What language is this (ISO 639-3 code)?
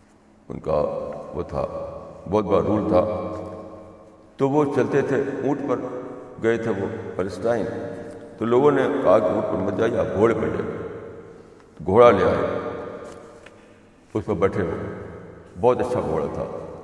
urd